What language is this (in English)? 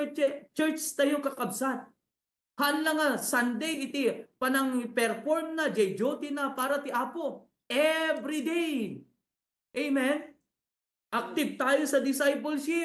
Iloko